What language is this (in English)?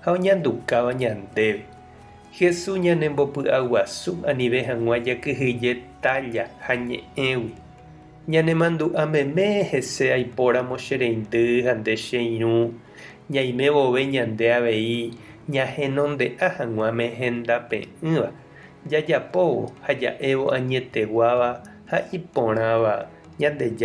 Guarani